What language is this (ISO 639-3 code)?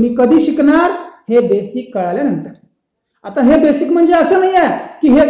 mar